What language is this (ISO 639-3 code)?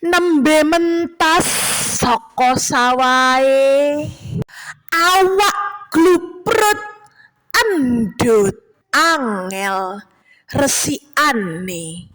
jav